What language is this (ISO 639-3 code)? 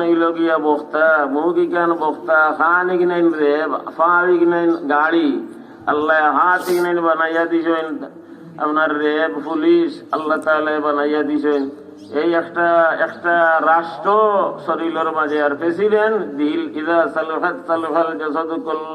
syl